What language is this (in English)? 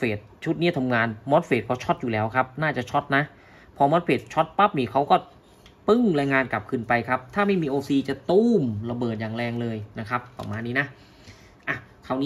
Thai